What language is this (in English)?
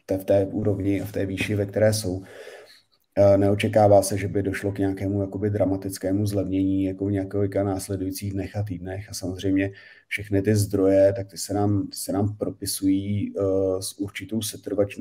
Czech